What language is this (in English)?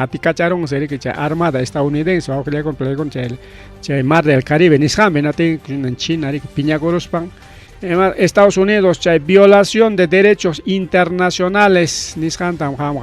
Ayacucho Quechua